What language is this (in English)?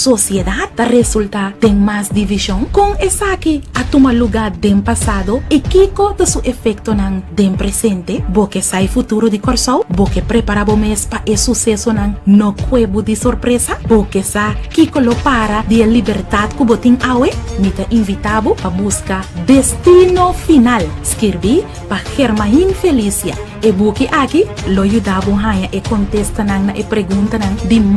Papiamento